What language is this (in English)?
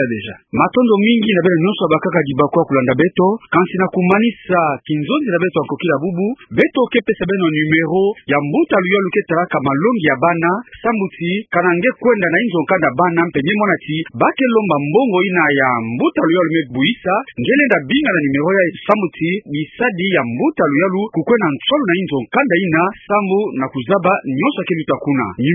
Kituba (Democratic Republic of Congo)